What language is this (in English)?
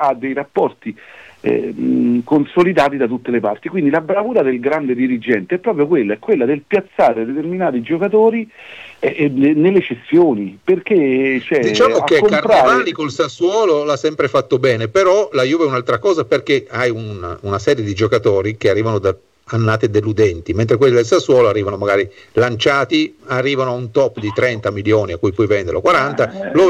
Italian